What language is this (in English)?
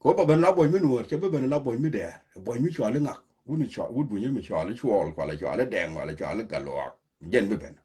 Nuer